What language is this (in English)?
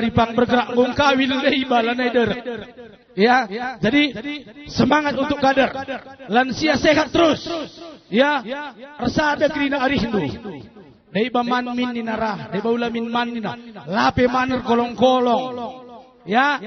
Batak Karo